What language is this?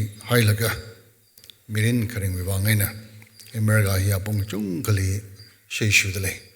Tangkhul Naga (India)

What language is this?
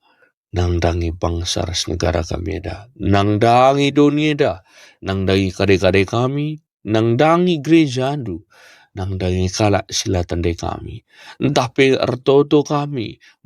Batak Karo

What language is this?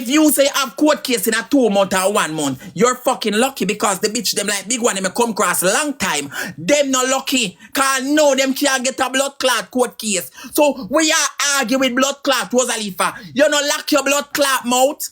Jamaican Creole English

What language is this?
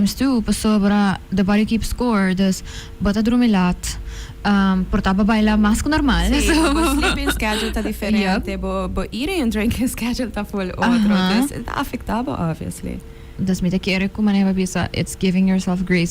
Papiamento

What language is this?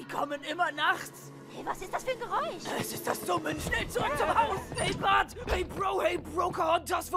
German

